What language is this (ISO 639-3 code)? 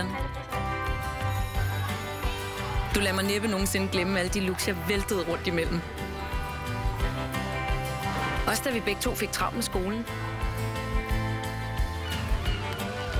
dan